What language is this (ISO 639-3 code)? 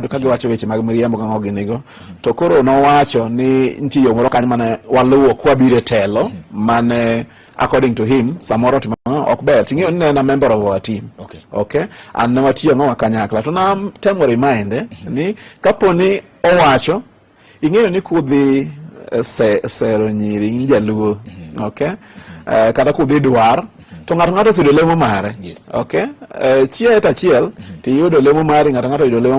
luo